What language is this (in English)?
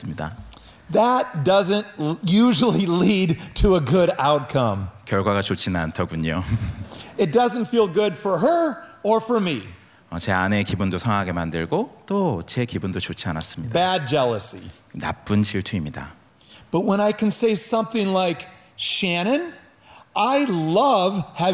Korean